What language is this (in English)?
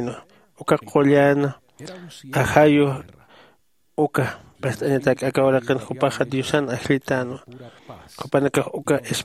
Aymara